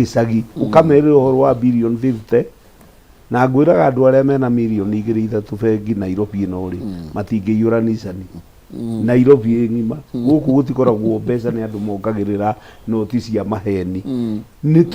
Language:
Kikuyu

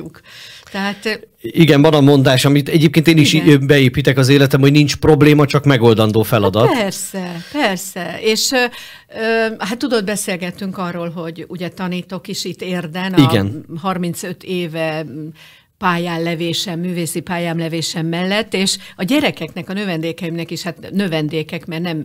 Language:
Hungarian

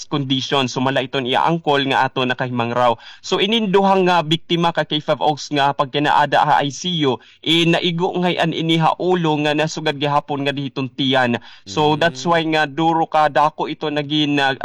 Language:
Waray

